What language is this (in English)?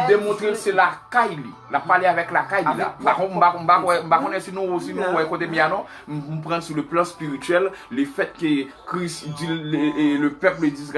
Haitian Creole